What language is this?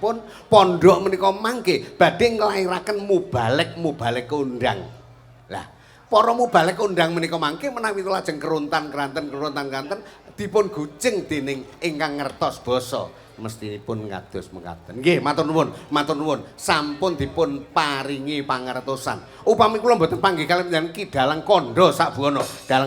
Javanese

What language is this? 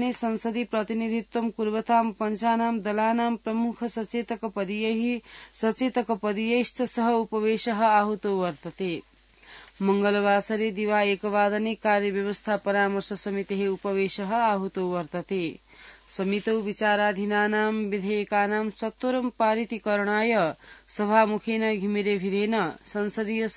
Sanskrit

